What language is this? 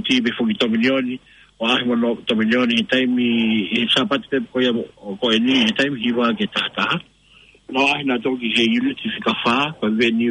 Tongan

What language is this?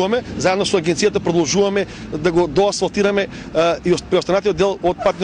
Macedonian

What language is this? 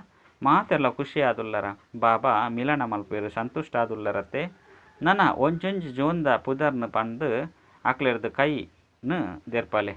Tulu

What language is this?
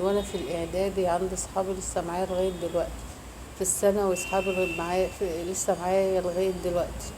Egyptian Arabic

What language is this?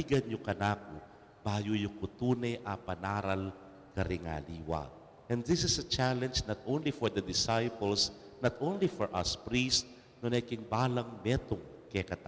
Pampanga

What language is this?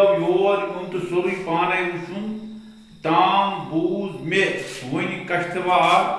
Kashmiri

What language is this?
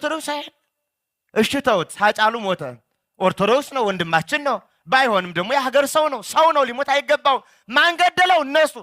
Amharic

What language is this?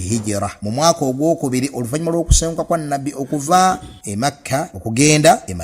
Ganda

